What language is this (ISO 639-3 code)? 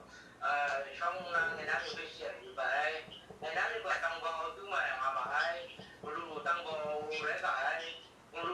kac